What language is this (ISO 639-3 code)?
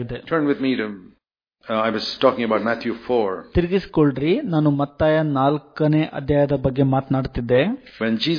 kan